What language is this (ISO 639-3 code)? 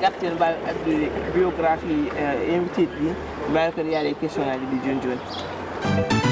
ful